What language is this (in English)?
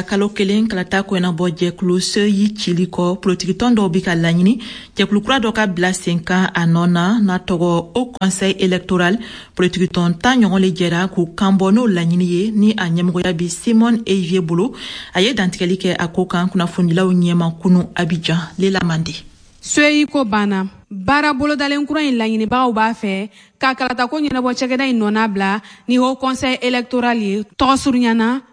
Bambara